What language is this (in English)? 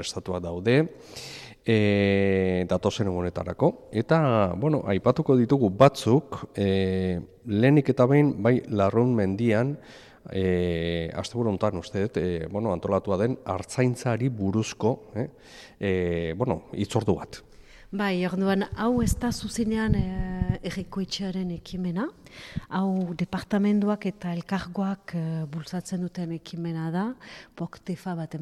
Basque